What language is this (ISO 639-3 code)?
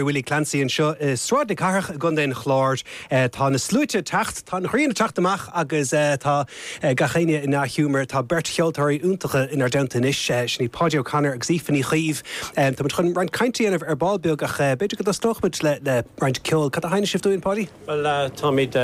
gle